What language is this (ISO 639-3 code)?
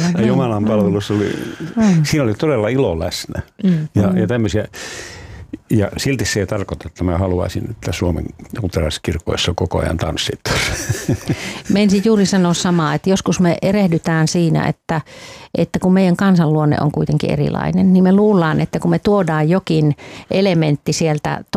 fin